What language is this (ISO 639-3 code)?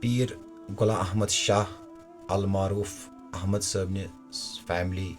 kas